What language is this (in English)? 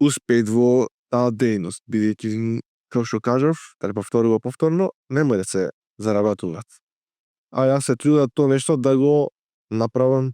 Macedonian